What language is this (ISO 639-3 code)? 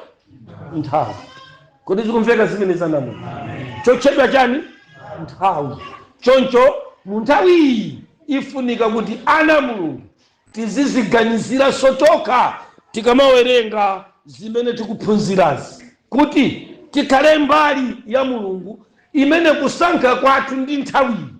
nya